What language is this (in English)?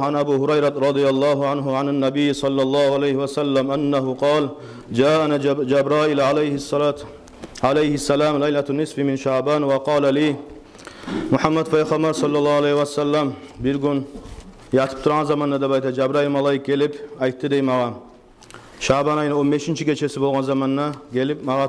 Kumyk